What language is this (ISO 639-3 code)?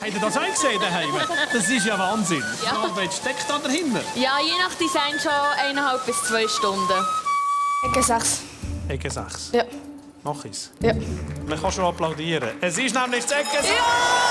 gsw